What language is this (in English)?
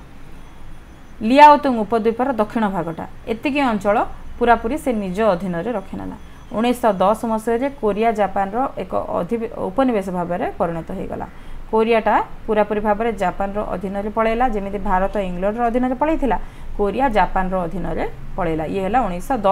Odia